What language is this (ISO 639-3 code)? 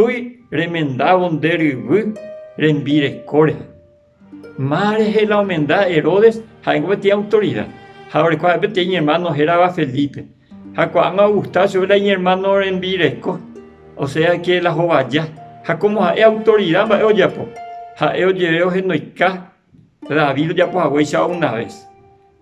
grn